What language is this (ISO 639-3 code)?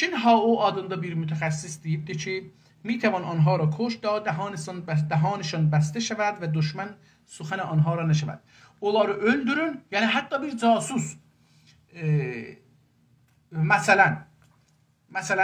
azb